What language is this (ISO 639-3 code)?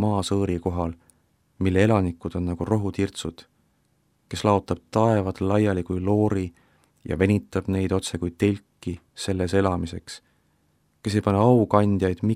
est